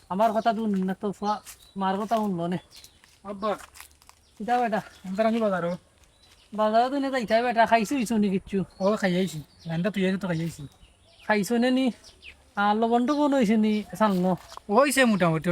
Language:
Sylheti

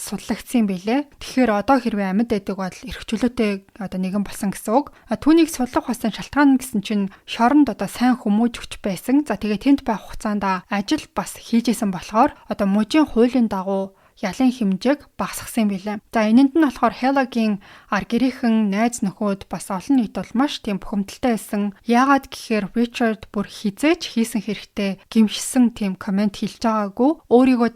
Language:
Mongolian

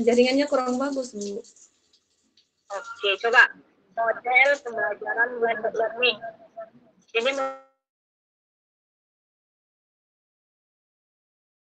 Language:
Indonesian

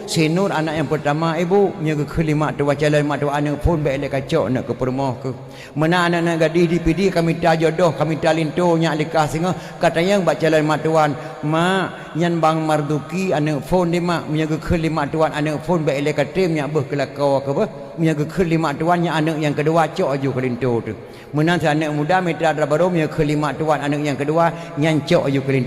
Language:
Achinese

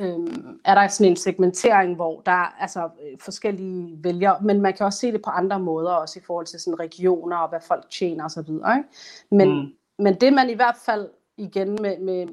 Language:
Danish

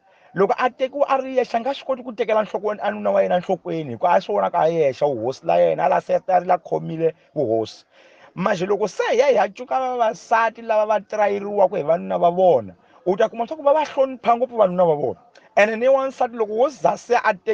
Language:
Tsonga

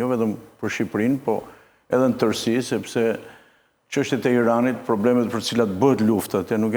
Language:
Albanian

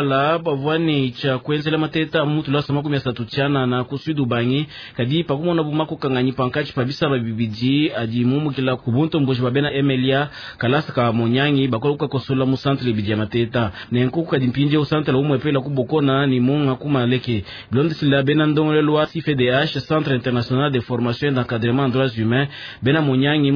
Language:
Luba-Lulua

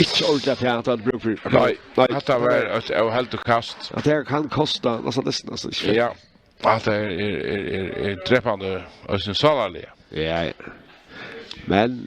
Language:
Faroese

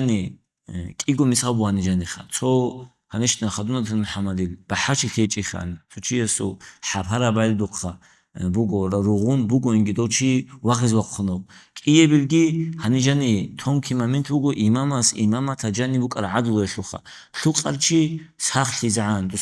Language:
Avaric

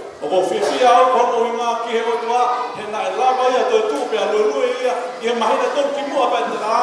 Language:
Tongan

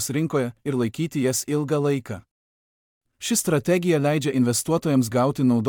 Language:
Lithuanian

